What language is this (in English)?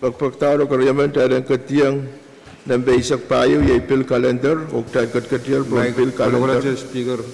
Pohnpeian